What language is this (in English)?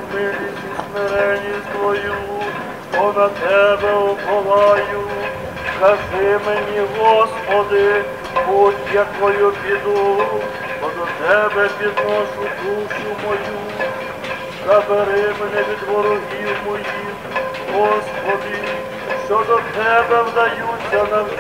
Ukrainian